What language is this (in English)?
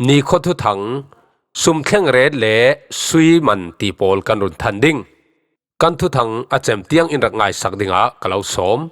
Falam Chin